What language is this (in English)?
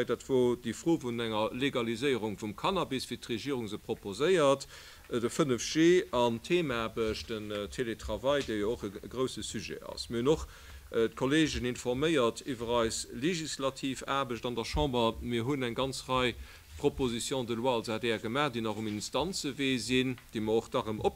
Luxembourgish